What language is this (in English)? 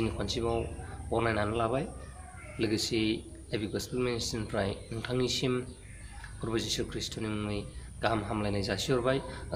Bodo